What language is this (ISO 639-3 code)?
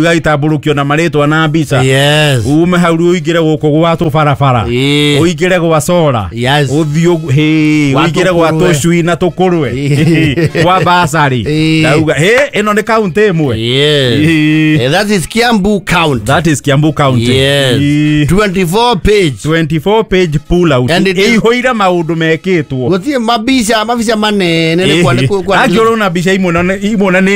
kik